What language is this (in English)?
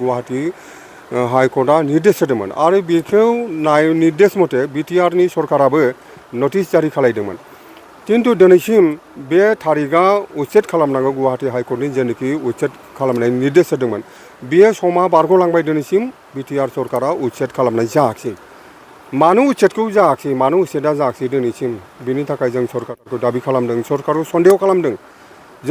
Bodo